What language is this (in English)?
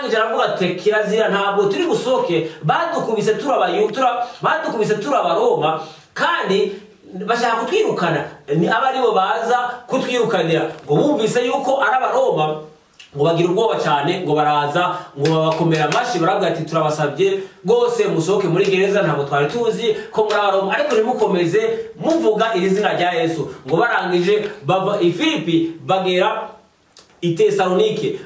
Kinyarwanda